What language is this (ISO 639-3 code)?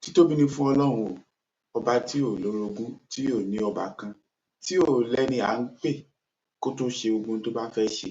yor